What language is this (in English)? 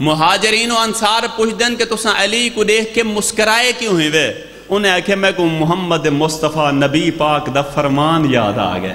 Saraiki